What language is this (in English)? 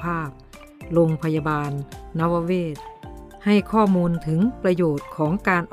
Thai